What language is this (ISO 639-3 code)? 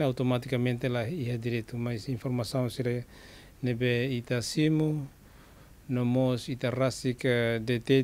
tet